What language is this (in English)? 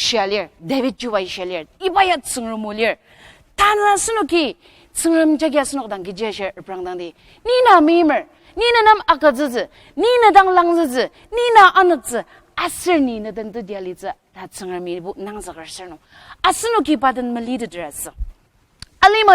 Ao Naga